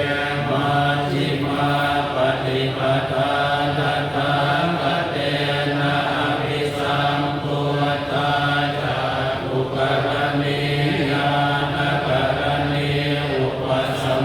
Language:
Pali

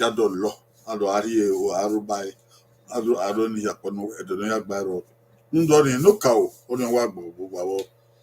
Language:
Bini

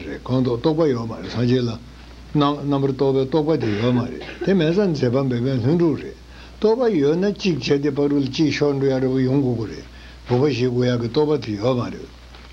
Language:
Tibetan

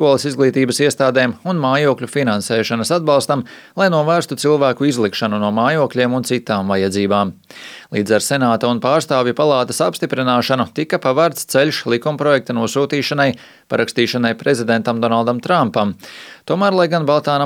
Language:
Latvian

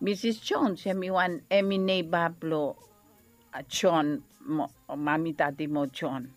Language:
Bislama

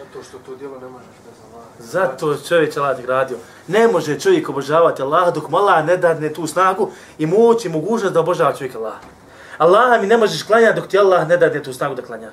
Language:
Bosnian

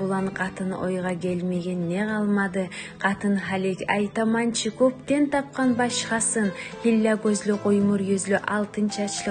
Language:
Kumyk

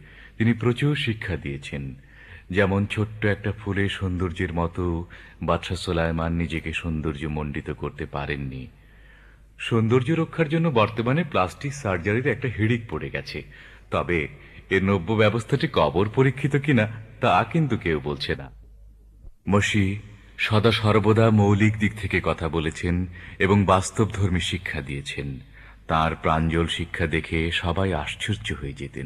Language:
Bangla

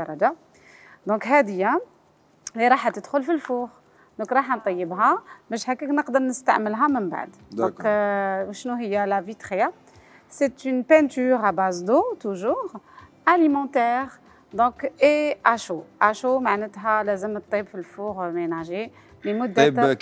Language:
Algerian Arabic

